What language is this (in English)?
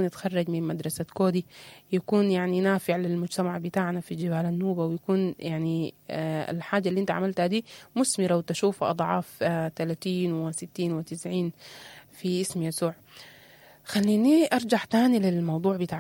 Sudanese Arabic